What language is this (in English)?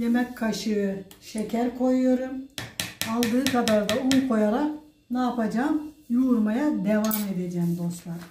Turkish